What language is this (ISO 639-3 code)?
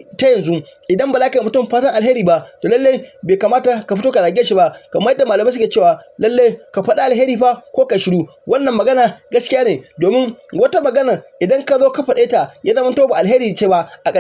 hau